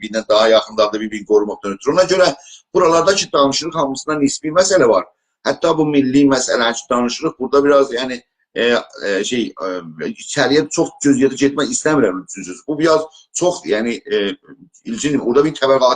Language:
South Azerbaijani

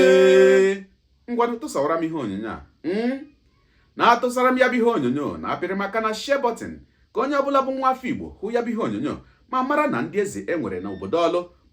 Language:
Igbo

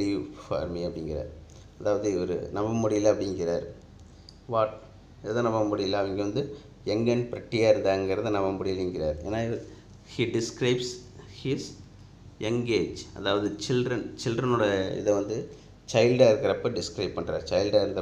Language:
Tamil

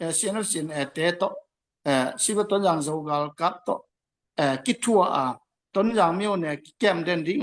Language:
Tedim Chin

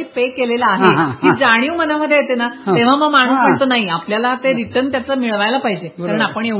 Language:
Marathi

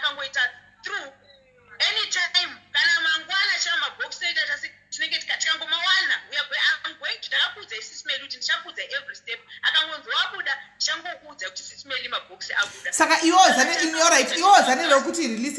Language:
Shona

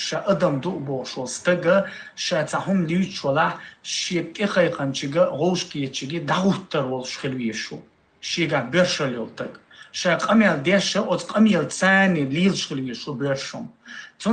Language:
Chechen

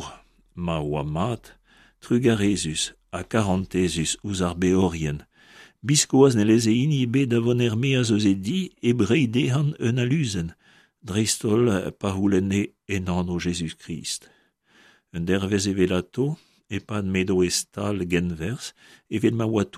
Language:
Breton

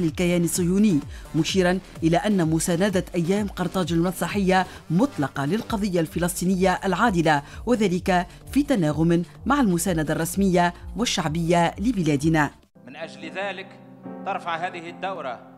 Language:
Arabic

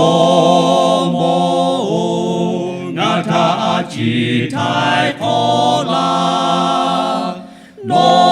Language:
Lahu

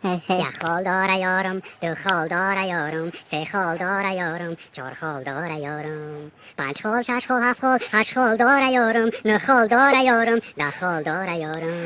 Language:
Tajik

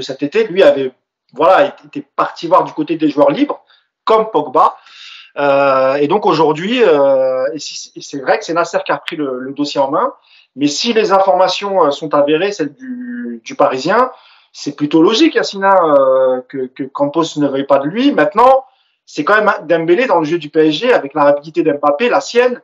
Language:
French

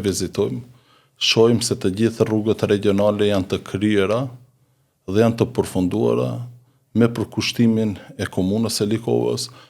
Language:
Albanian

